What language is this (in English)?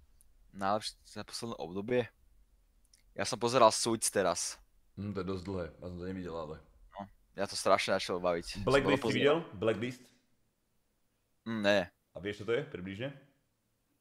Slovak